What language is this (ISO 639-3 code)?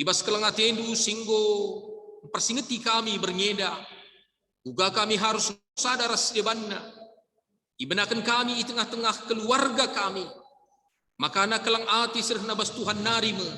btx